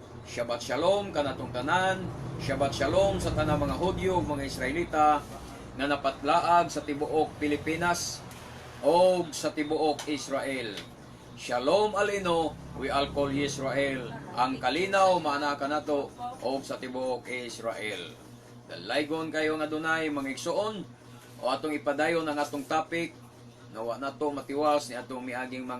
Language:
Cebuano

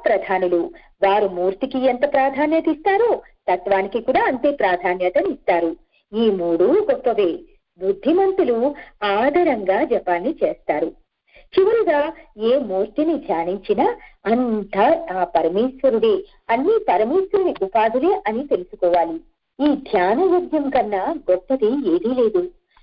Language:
Telugu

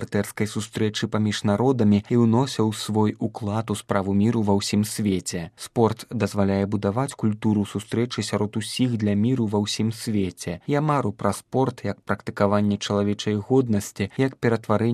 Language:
Belarusian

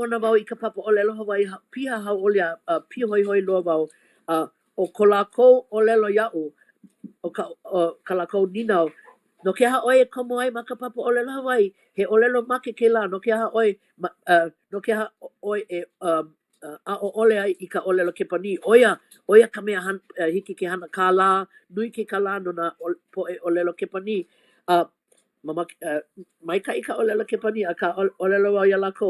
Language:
Hawaiian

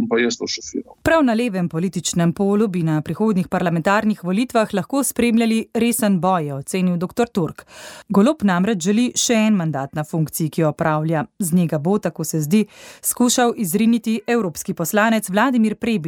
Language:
Slovenian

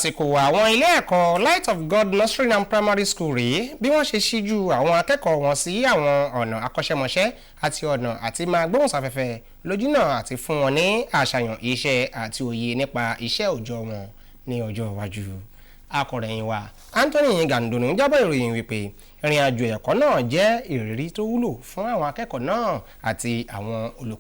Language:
Yoruba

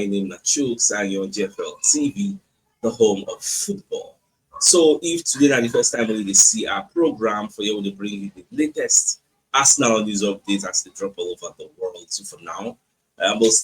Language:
Nigerian Pidgin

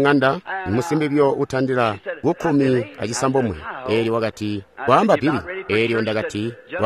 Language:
Tonga (Zambia)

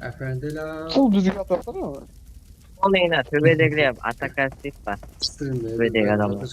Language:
Kara-Kalpak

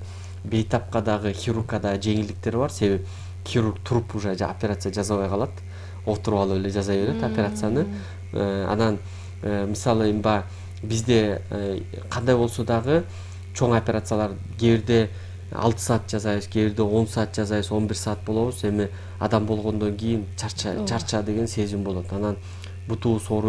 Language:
Kyrgyz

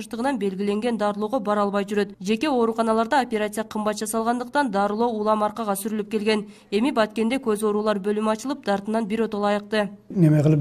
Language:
Kyrgyz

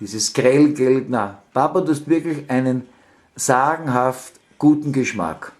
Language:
Bavarian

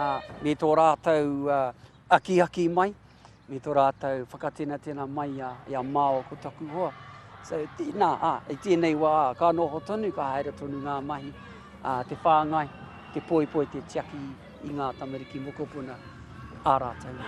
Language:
Māori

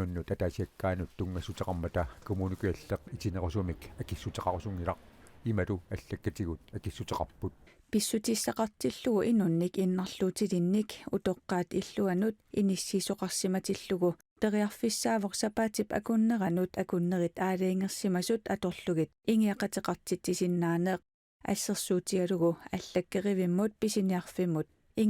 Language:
Kalaallisut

